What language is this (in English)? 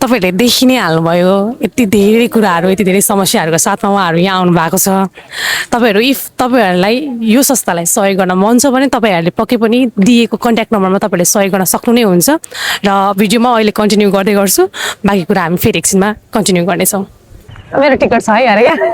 Nepali